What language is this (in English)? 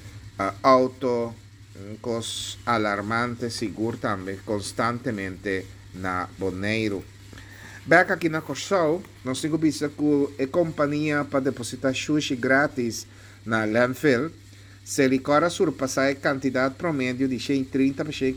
Papiamento